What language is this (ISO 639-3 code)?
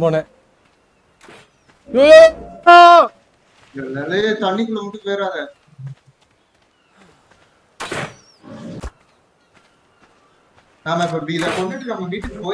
tam